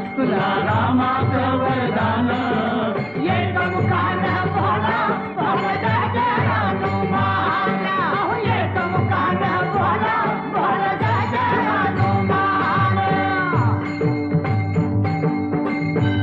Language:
Marathi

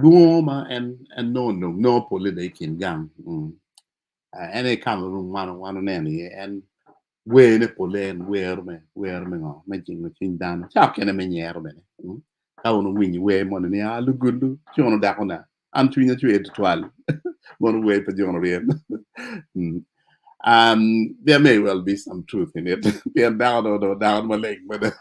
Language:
Acoli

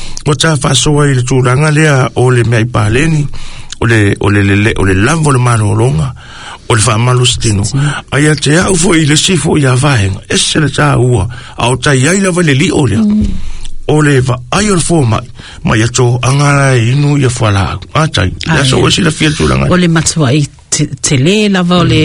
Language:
Samoan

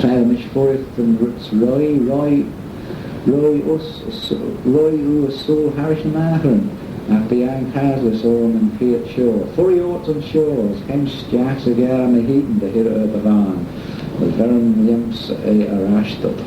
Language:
Manx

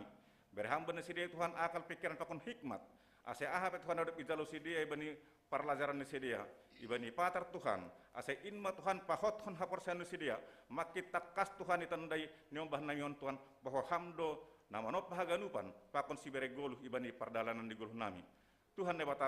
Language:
Batak Simalungun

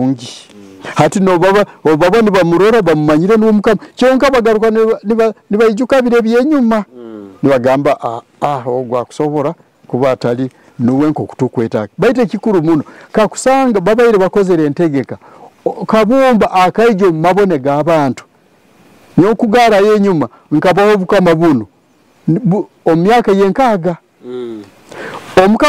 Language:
Nyoro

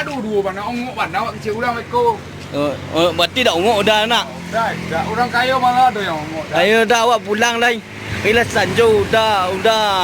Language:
Minangkabau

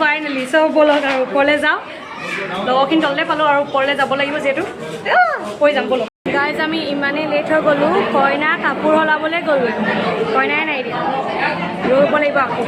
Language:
Assamese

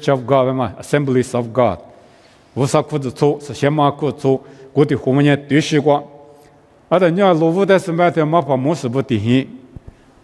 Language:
Lisu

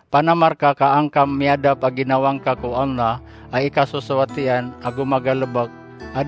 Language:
Maranao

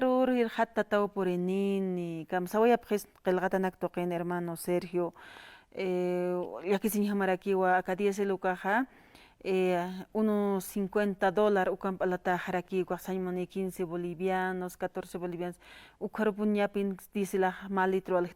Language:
Aymara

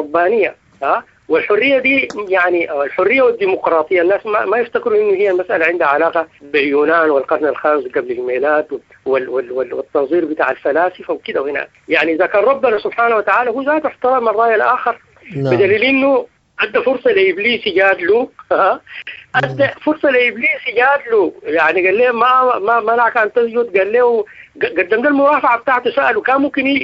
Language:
Sudanese Arabic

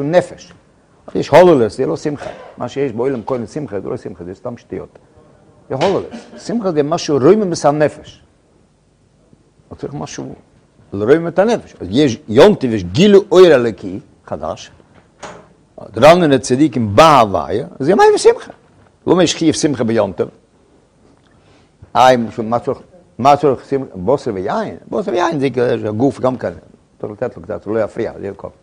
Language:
Hebrew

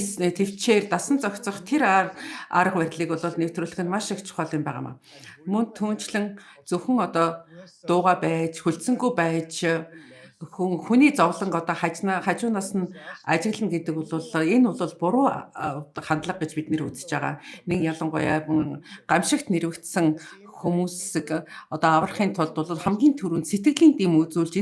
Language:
Mongolian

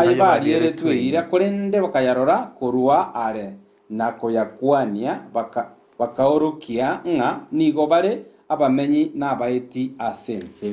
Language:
Gusii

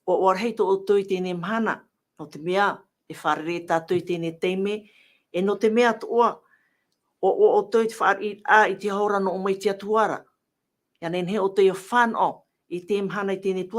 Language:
Tahitian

